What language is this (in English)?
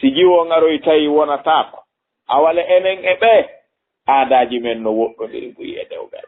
Fula